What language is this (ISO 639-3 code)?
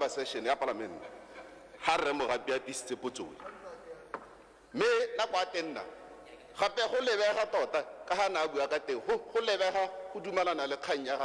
tsn